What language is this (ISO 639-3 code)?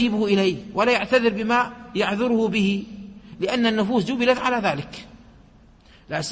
ara